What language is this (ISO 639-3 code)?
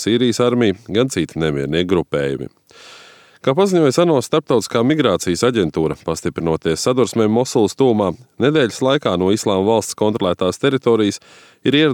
lav